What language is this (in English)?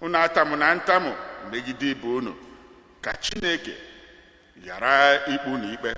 Igbo